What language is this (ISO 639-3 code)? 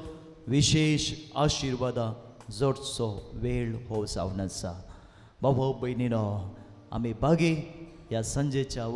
kok